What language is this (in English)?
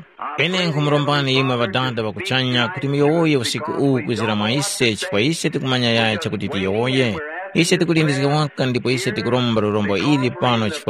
Tumbuka